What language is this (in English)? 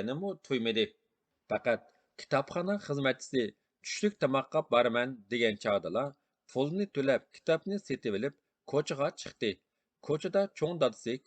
Uyghur